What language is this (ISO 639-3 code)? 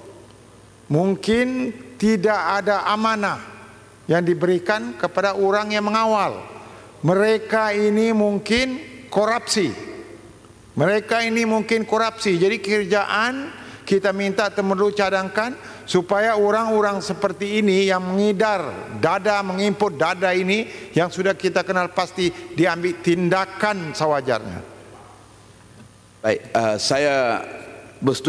msa